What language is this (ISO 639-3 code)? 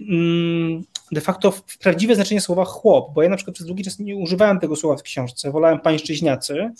pol